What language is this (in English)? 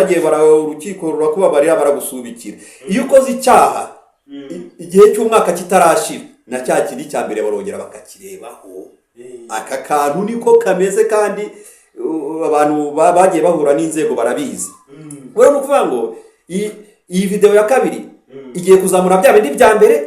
Kinyarwanda